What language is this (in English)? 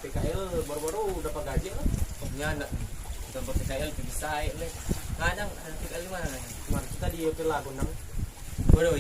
Manado Malay